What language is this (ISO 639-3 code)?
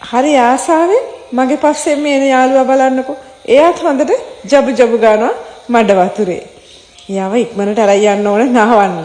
sin